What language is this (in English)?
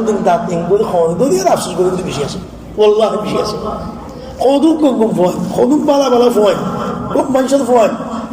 Rohingya